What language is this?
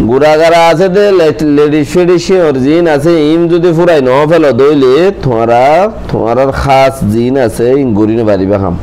Rohingya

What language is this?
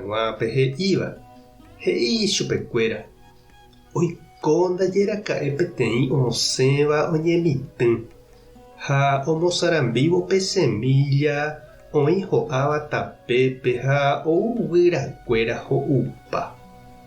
Guarani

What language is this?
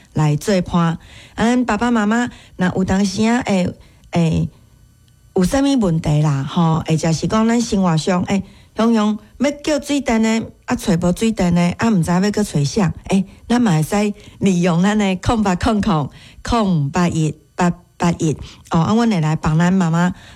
Min Nan Chinese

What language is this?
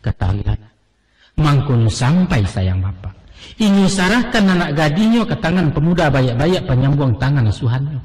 Minangkabau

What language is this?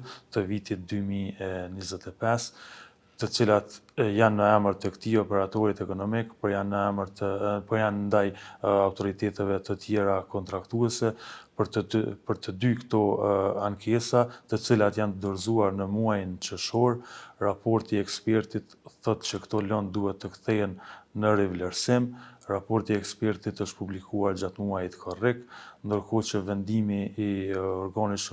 Albanian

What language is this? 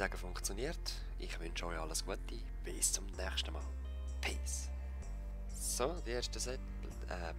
Swiss German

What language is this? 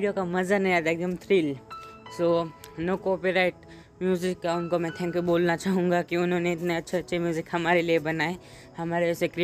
Hindi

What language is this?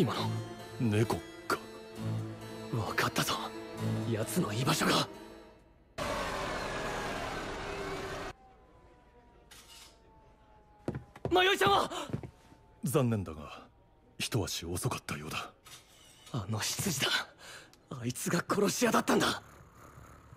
Japanese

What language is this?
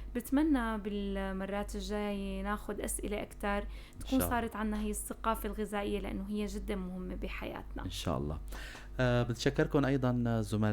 North Levantine Arabic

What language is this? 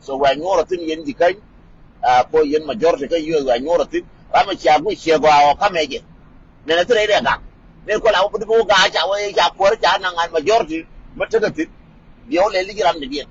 Nuer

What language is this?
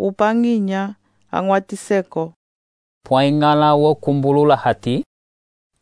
Umbundu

